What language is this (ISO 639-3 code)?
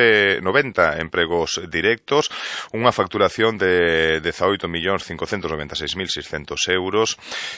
glg